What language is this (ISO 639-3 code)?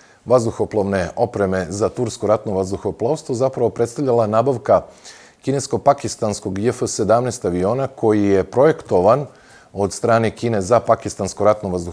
srp